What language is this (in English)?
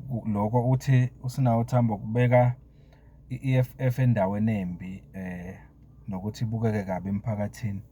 Zulu